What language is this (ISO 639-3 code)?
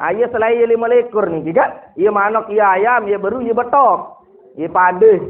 sas